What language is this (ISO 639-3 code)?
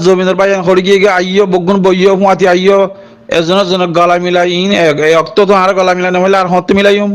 rhg